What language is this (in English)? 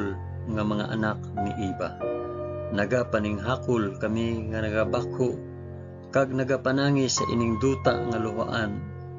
Hiligaynon